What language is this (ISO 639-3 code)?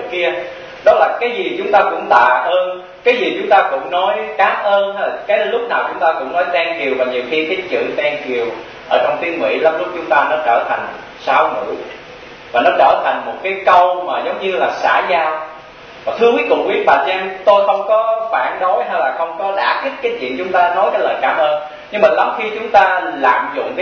vie